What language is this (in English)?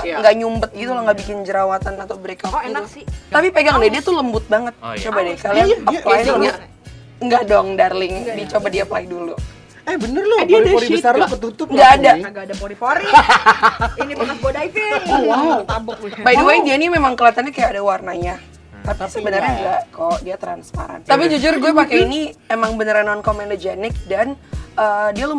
Indonesian